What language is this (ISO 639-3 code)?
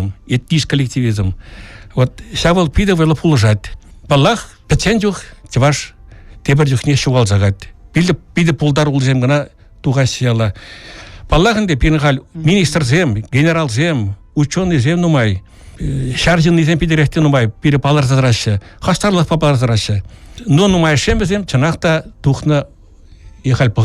chv